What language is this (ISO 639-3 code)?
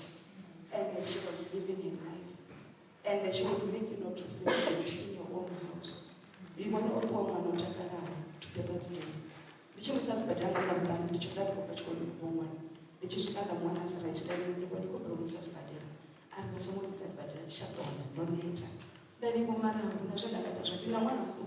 ven